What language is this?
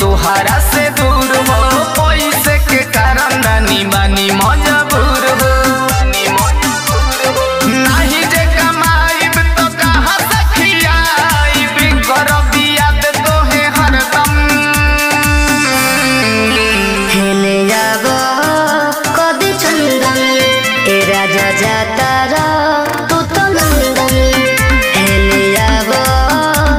Bhojpuri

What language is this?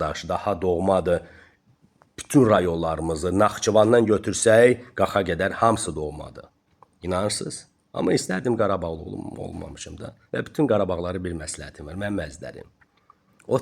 Azerbaijani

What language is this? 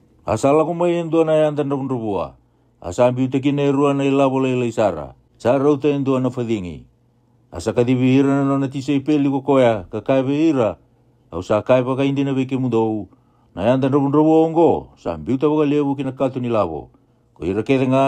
Fijian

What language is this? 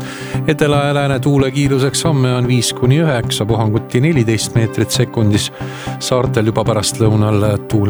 Estonian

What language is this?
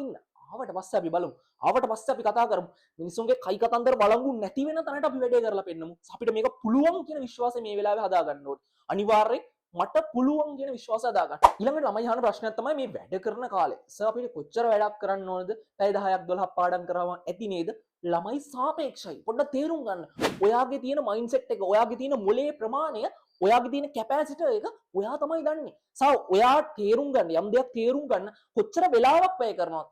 Sinhala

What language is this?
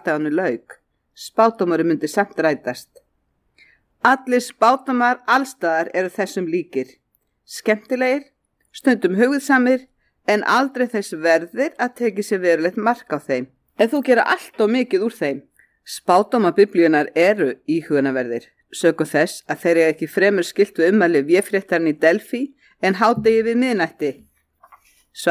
Icelandic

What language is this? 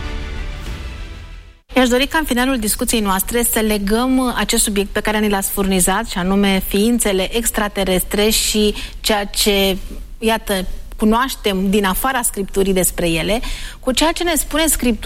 Romanian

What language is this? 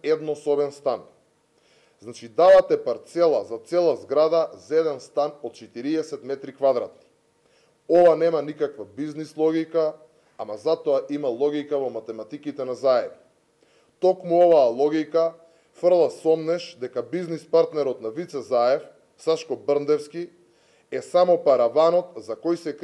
Macedonian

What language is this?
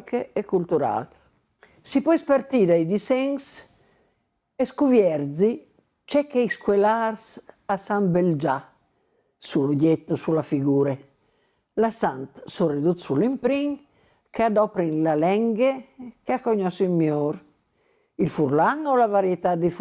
Friulian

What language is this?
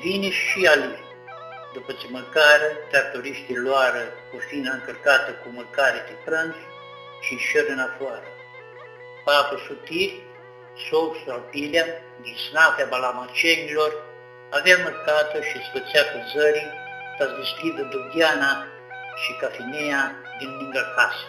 Aromanian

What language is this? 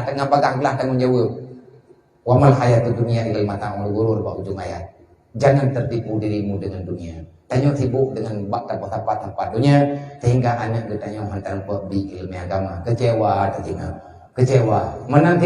Achinese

